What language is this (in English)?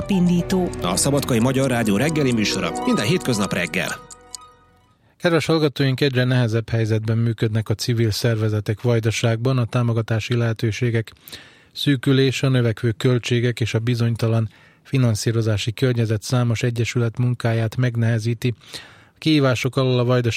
Hungarian